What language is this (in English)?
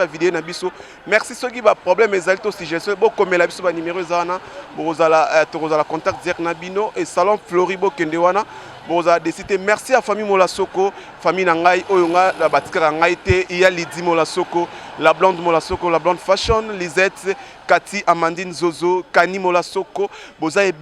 Lingala